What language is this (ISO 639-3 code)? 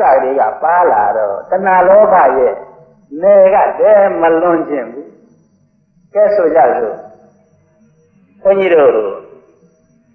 mya